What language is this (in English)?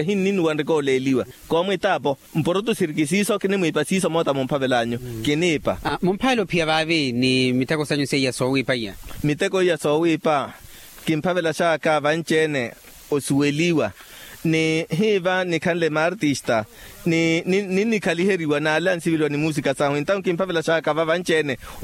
Makhuwa